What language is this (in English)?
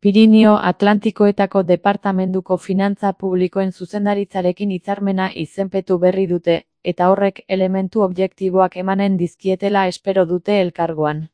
Basque